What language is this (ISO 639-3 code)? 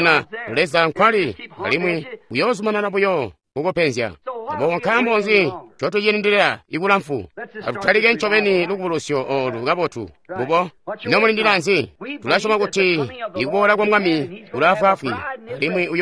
toi